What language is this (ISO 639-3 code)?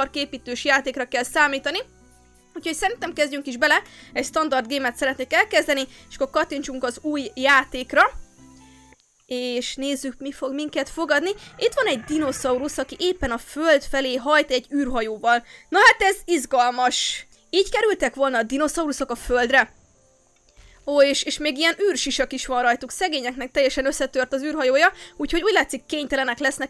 hun